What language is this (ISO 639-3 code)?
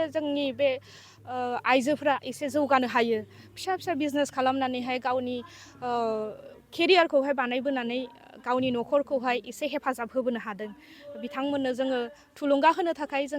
brx